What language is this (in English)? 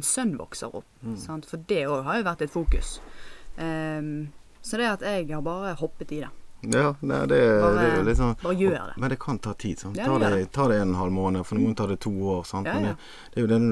Norwegian